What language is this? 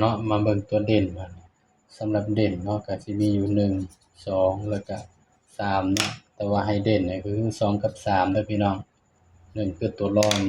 Northeastern Thai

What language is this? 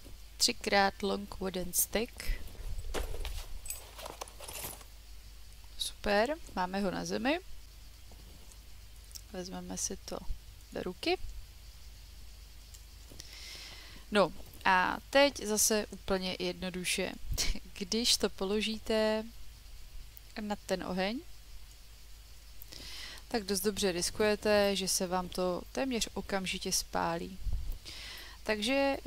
Czech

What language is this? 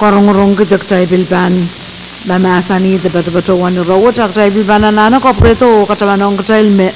Pohnpeian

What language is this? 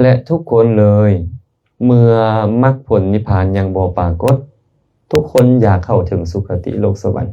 Lao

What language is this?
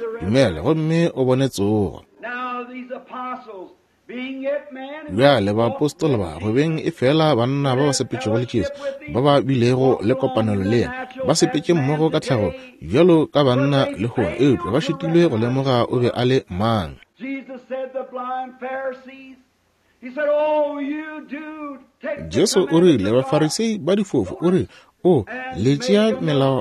Northern Sotho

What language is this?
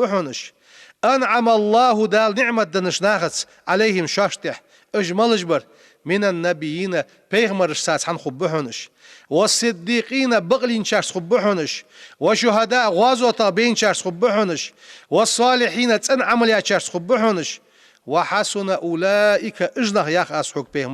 Ingush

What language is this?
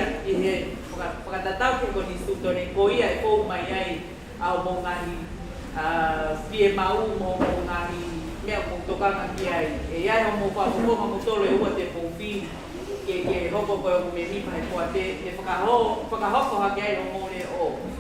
Tongan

